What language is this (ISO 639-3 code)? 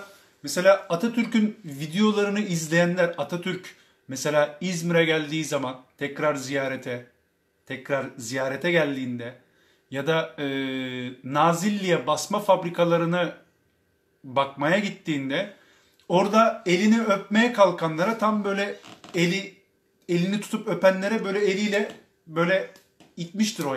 tur